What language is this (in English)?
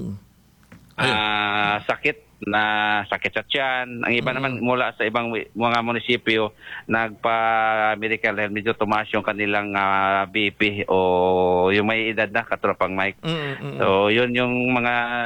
Filipino